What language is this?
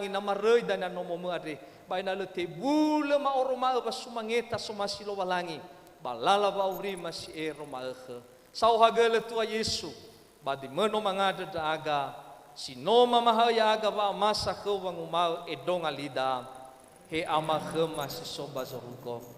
Nias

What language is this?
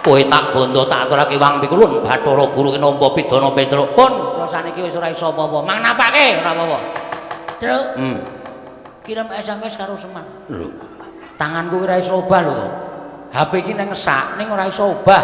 Javanese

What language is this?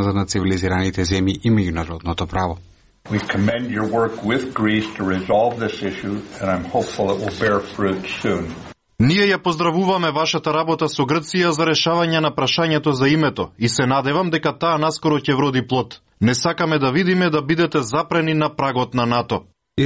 Macedonian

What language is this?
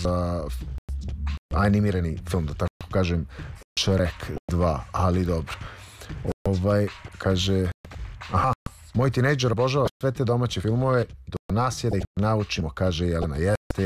Serbian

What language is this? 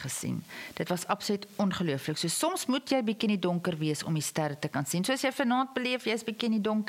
Afrikaans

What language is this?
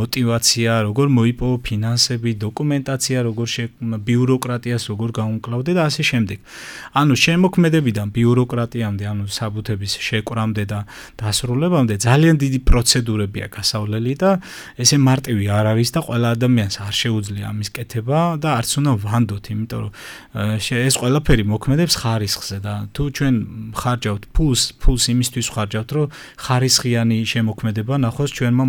Georgian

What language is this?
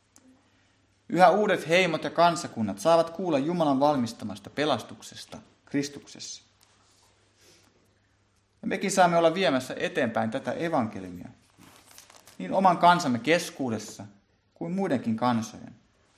Finnish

